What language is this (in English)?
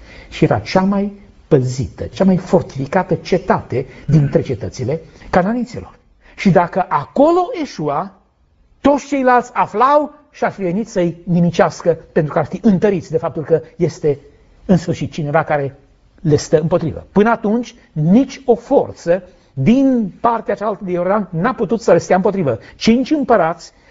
Romanian